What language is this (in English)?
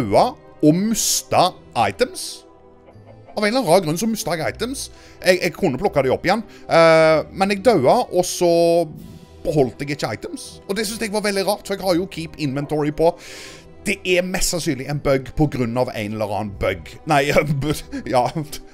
Norwegian